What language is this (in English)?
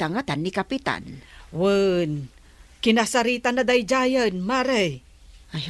Iloko